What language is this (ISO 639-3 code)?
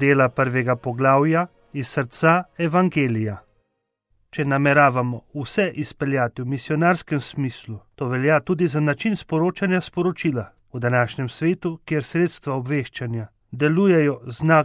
slv